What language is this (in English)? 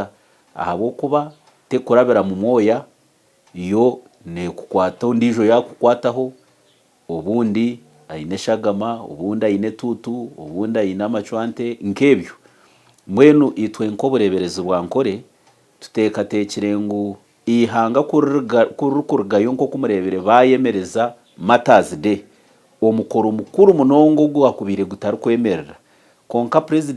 Nyankole